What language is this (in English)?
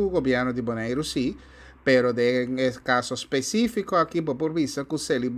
Papiamento